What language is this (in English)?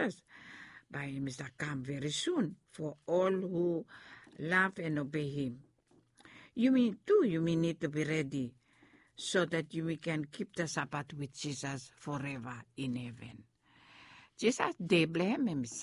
Bislama